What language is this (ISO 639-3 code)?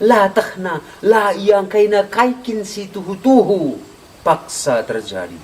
btx